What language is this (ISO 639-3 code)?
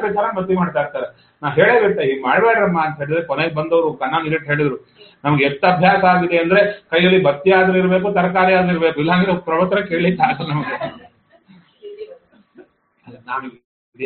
kan